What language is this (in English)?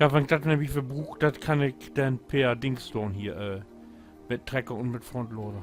Low German